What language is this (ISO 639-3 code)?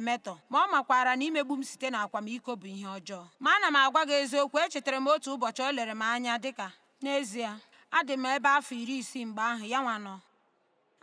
ibo